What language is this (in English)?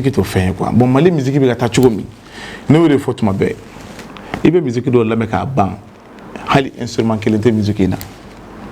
Bambara